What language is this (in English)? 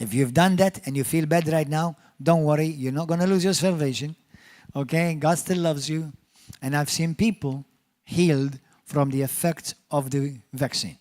English